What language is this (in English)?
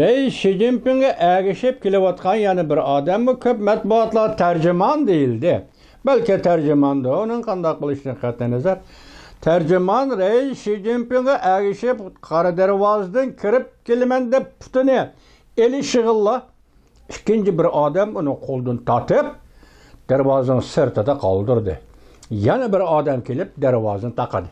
Uyghur